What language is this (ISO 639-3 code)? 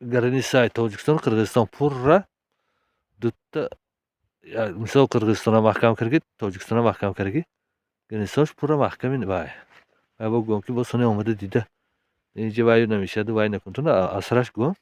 tgk